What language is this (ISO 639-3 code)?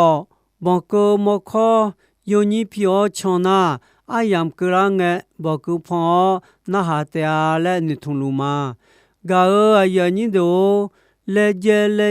ahk